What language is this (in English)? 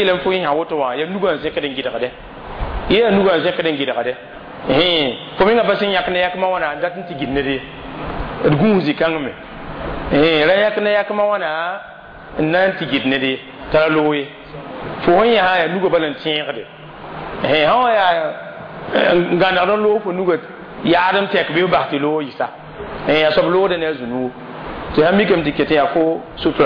Mossi